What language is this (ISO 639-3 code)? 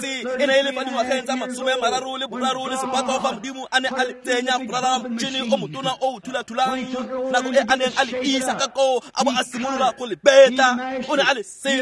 tsn